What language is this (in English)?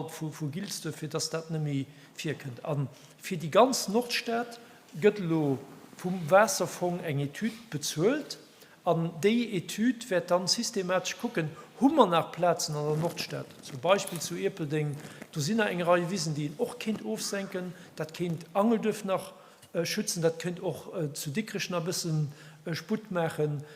Luxembourgish